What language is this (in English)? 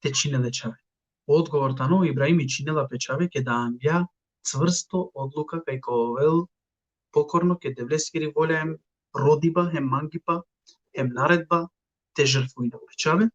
Balkan Romani